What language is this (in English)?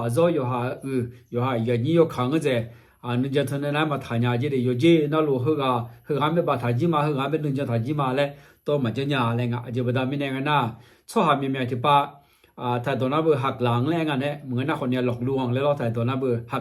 Akha